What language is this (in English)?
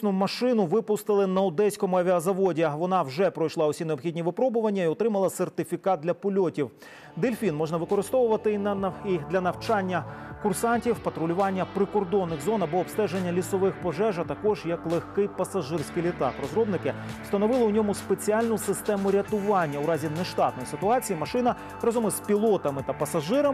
Ukrainian